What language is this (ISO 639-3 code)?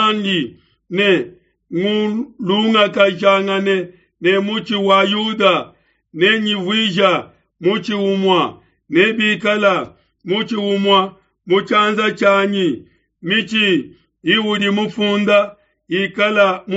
lua